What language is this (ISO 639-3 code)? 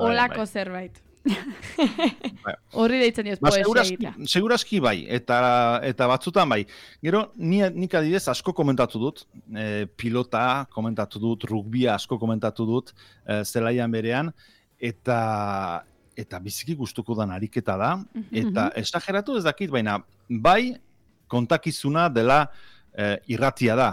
eus